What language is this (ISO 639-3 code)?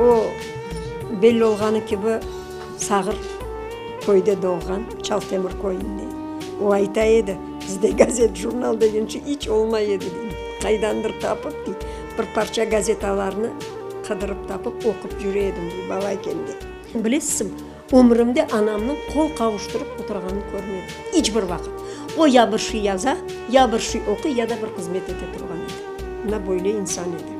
crh